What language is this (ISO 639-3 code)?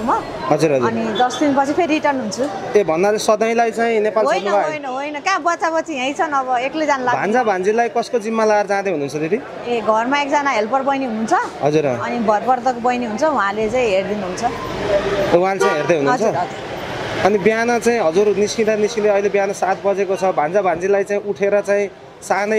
nep